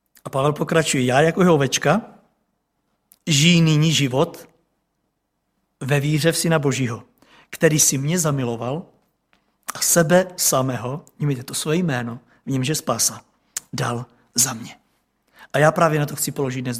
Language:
Czech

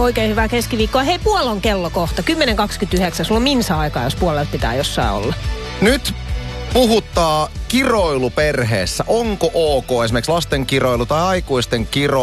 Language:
Finnish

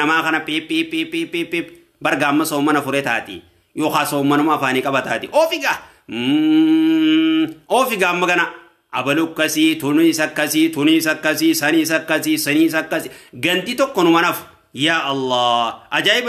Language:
Oromo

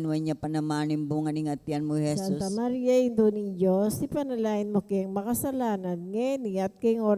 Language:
Pampanga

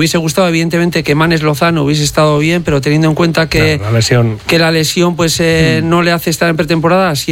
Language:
Spanish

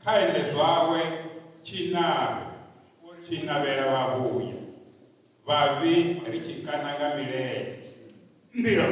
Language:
Venda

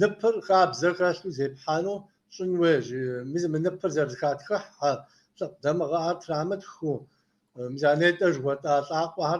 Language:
Kabardian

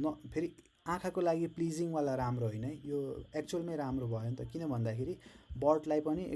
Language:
Nepali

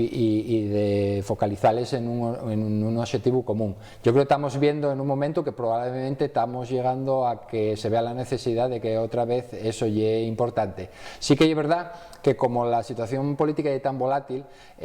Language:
Asturian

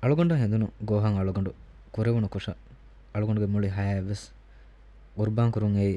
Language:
Divehi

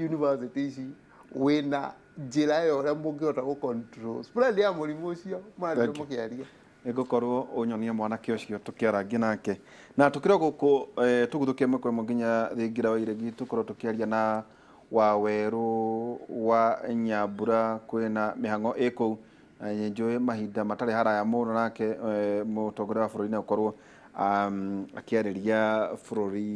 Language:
Kikuyu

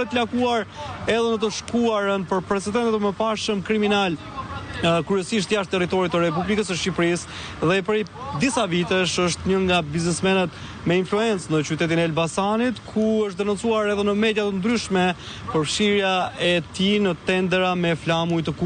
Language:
Albanian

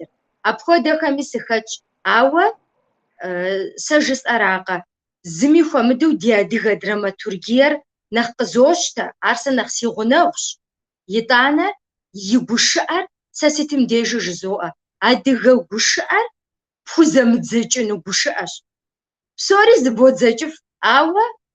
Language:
Kabardian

